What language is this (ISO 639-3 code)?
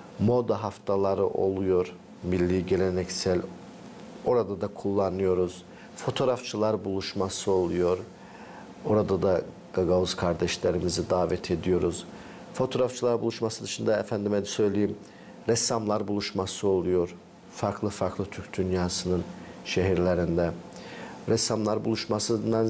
gag